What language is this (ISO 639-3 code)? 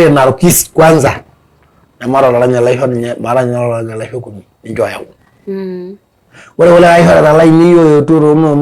mas